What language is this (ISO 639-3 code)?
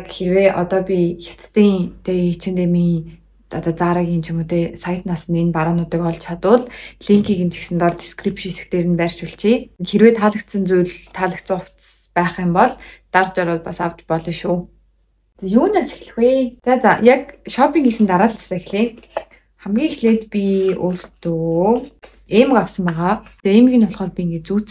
mon